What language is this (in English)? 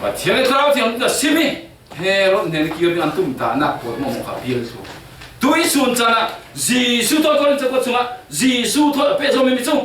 Falam Chin